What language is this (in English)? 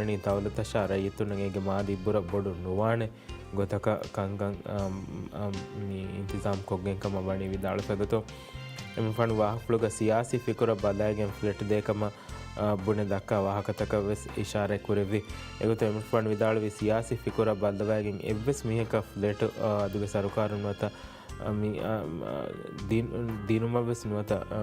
Divehi